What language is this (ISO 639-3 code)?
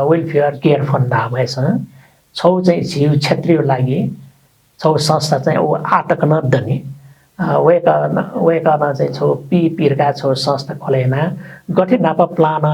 new